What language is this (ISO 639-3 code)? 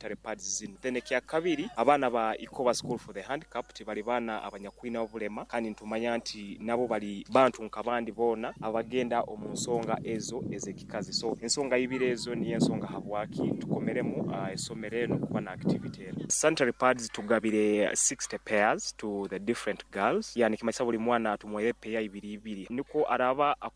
nyo